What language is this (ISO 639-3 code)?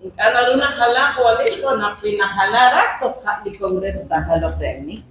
kek